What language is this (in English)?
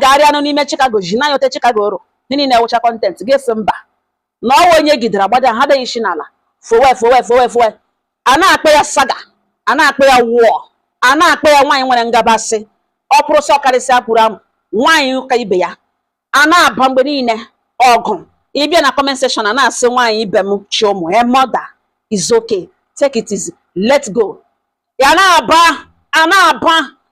Igbo